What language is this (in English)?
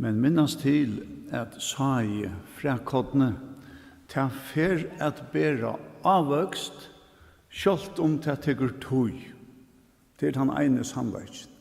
Faroese